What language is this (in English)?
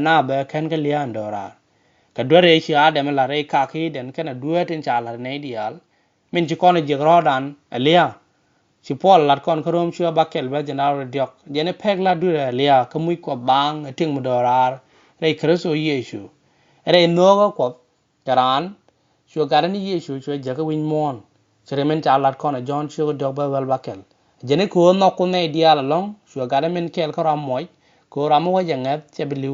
Nuer